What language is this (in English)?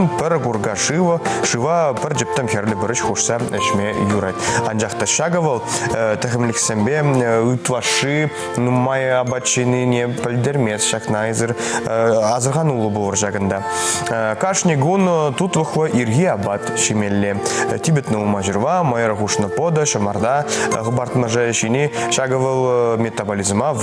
Chuvash